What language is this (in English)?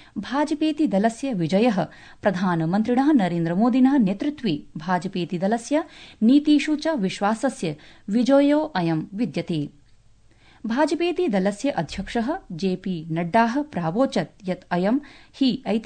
Sanskrit